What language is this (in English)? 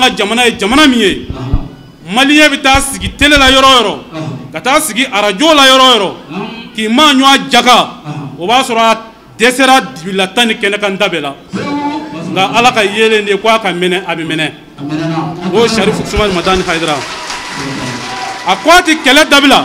Bambara